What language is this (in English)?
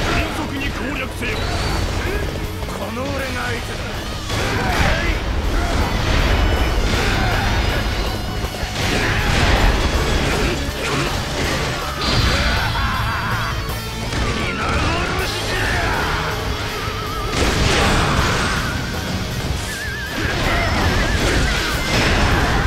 Japanese